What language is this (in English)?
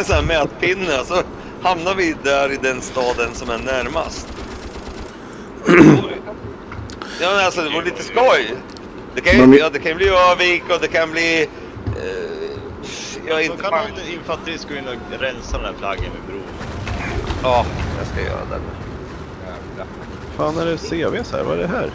Swedish